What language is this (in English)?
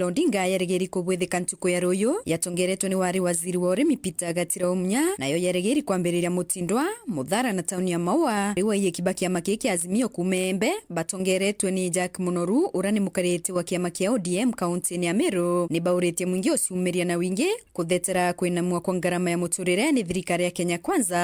Meru